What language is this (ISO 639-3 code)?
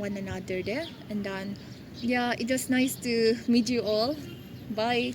nag